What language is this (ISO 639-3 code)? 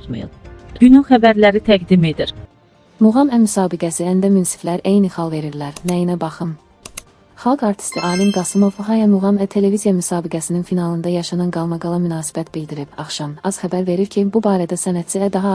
aze